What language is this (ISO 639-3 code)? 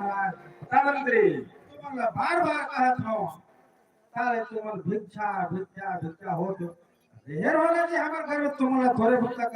hne